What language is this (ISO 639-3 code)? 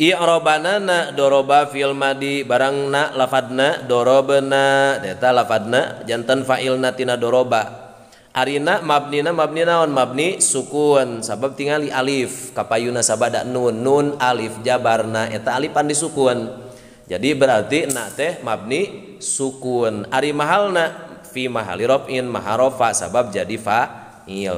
sun